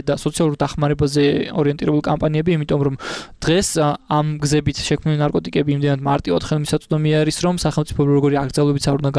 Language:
Georgian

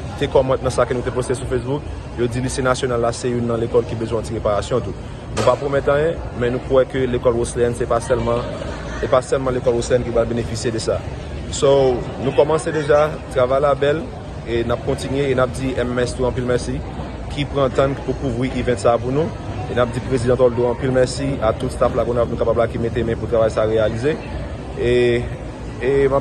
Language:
Haitian Creole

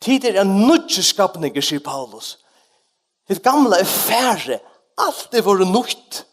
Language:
Faroese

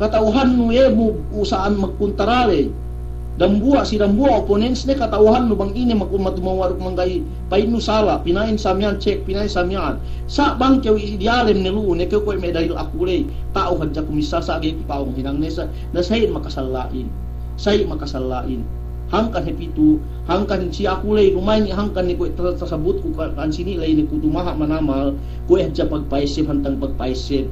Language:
Yakan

